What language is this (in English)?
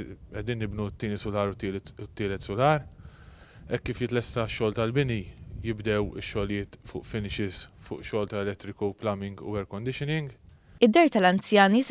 Maltese